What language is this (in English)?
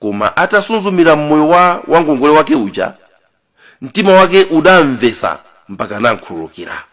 Nyanja